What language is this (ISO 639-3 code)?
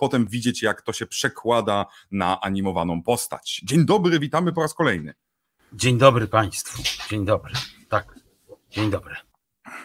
pol